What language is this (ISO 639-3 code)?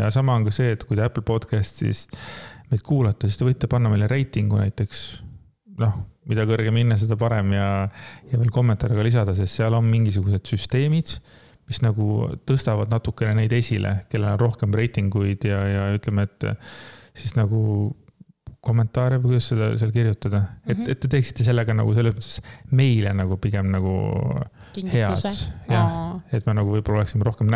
est